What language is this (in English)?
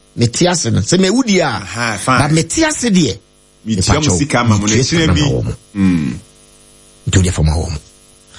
Akan